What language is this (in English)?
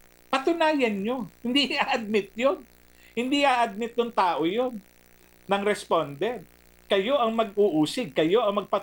Filipino